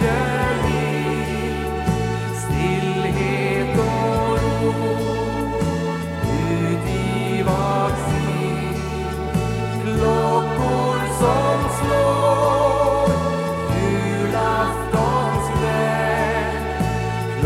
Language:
Swedish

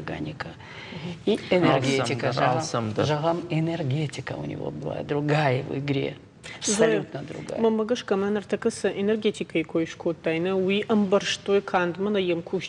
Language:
Ossetic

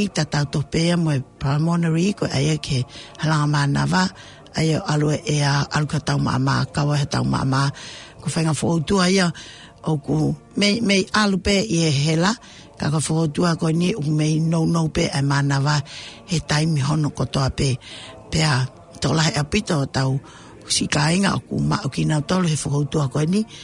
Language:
Tongan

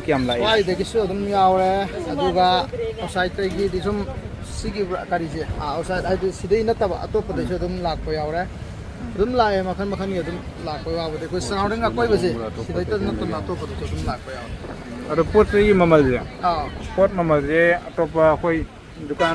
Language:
Manipuri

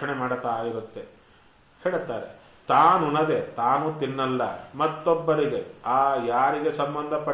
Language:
Kannada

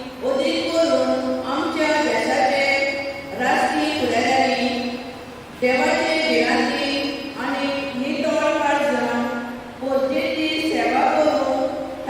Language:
Konkani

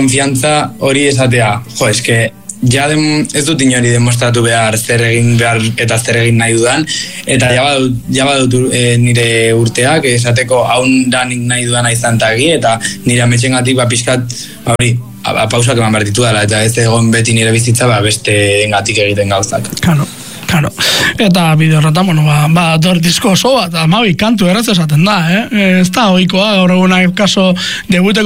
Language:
Basque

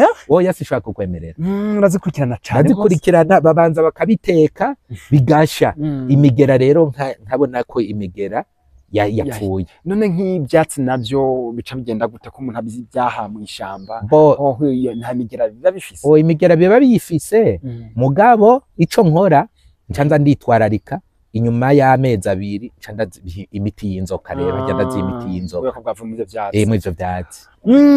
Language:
Rundi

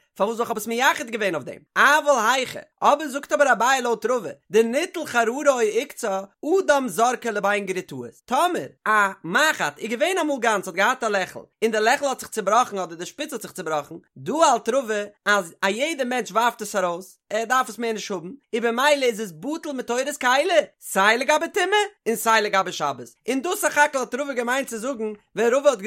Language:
Yiddish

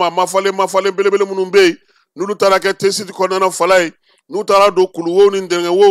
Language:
Bambara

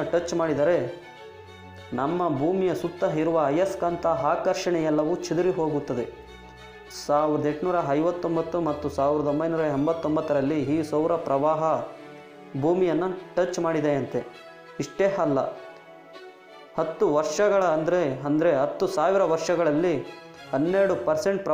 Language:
Kannada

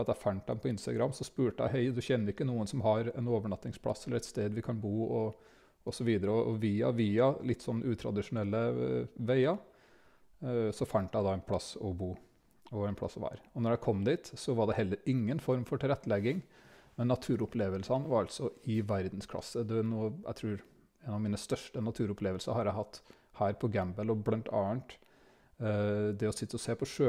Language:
Norwegian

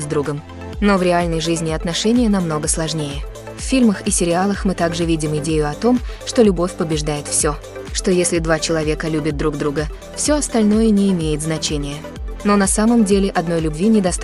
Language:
Russian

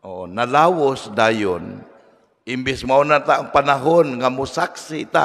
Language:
Cebuano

